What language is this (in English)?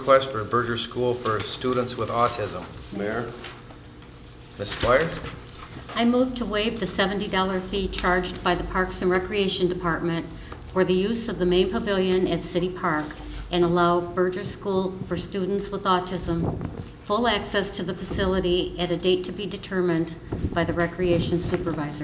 English